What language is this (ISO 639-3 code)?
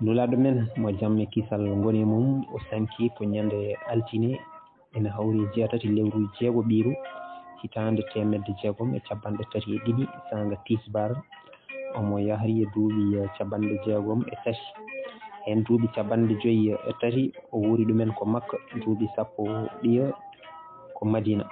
ful